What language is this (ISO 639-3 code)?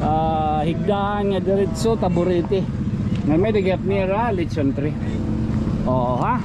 war